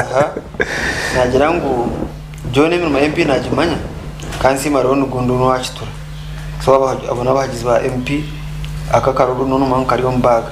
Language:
Nyankole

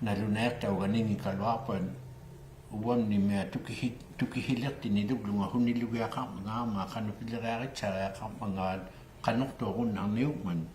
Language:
Inuktitut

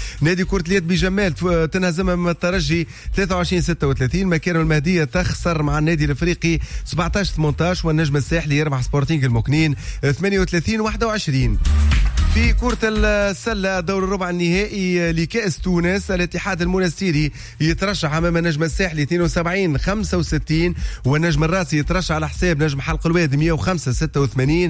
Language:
Tunisian Arabic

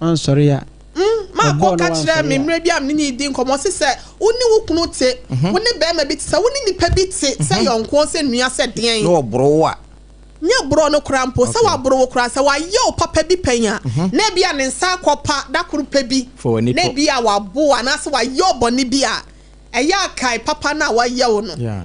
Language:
Akan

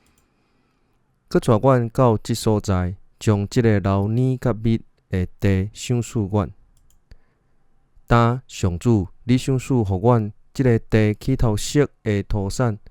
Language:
Min Nan Chinese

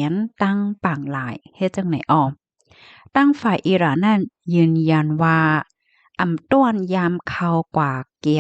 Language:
Shan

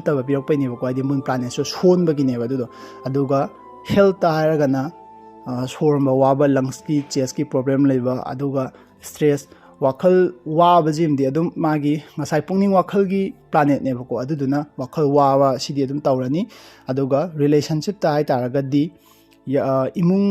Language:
Manipuri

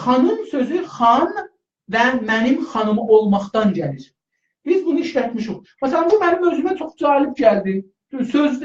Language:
South Azerbaijani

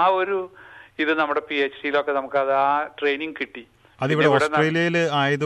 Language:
Malayalam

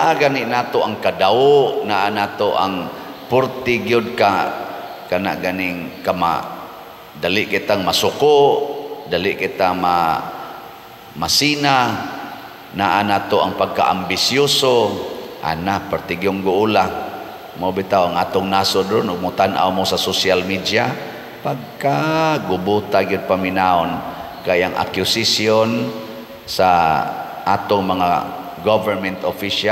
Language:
Cebuano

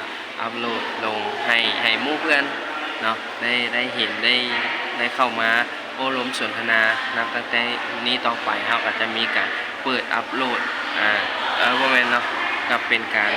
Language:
Lao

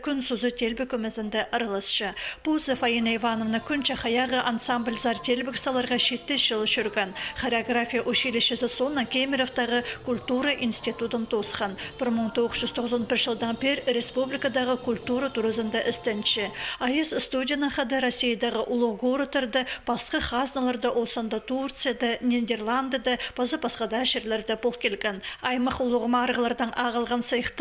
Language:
Khakas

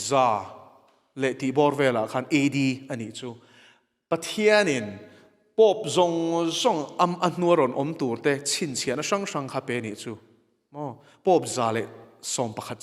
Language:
Mizo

